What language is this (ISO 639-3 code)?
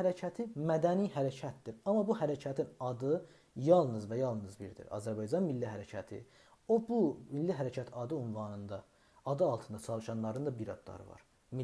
azb